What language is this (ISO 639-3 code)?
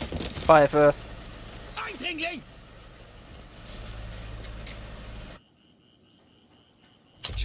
deu